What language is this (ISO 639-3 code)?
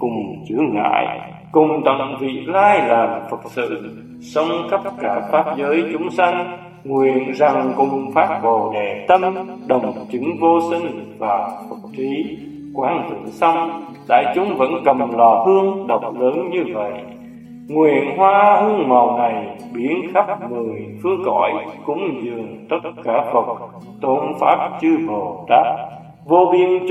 vie